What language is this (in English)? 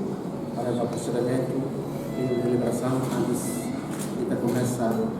Tetum